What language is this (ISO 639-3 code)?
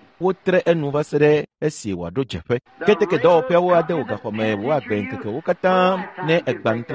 ewe